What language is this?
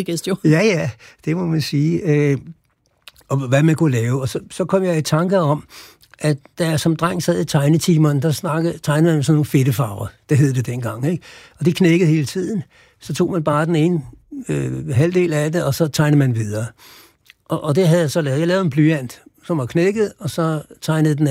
Danish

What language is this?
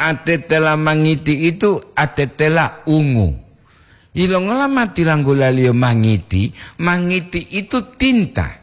Gorontalo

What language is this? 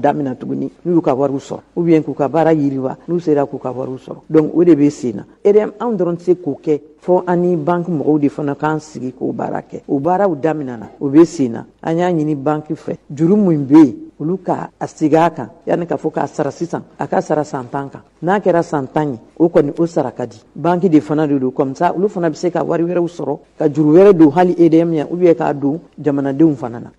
Bambara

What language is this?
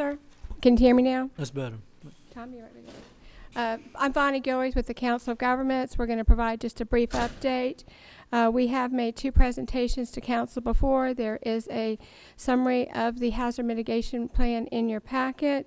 English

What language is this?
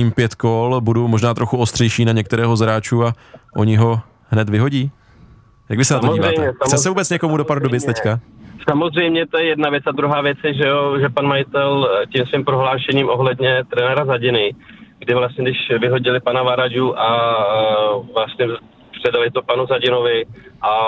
Czech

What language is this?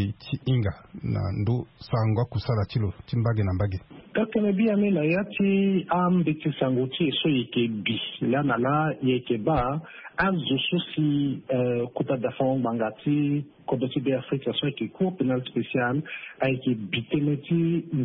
Sango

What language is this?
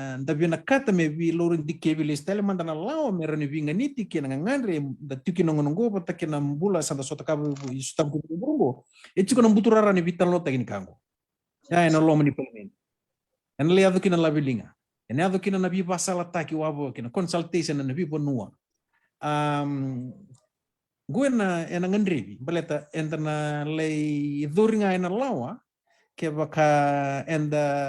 Fijian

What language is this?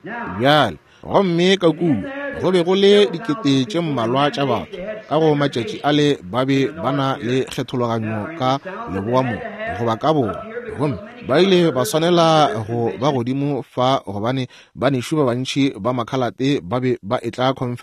Northern Sotho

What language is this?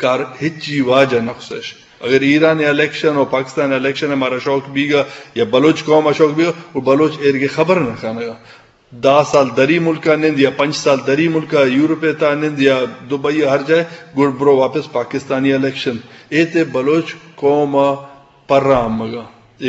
Eastern Balochi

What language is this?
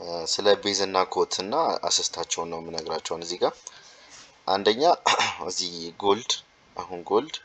Amharic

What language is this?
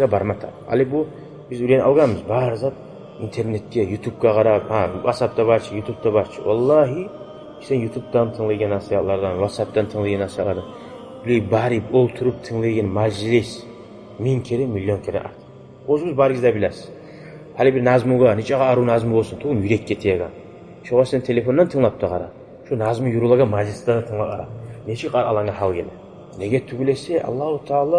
Kumyk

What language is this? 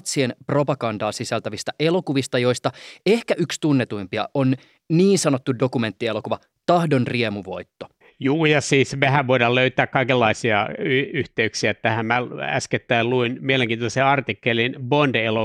Finnish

